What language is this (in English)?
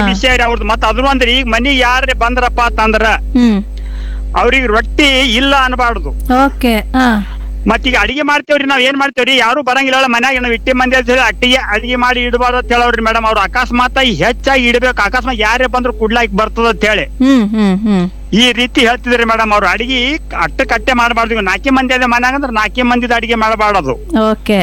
Kannada